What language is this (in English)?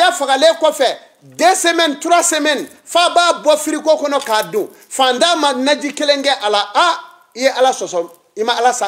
Bambara